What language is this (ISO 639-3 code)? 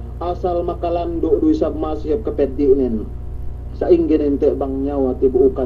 yka